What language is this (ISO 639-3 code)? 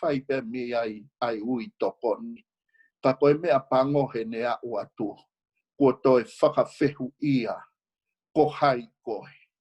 ton